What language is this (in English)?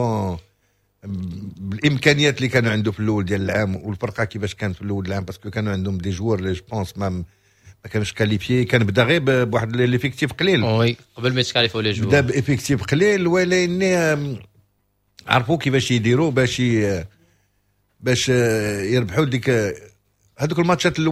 Moroccan Arabic